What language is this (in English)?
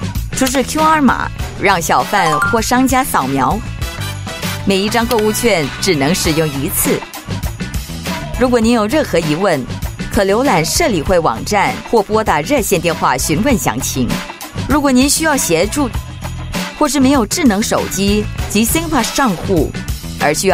Chinese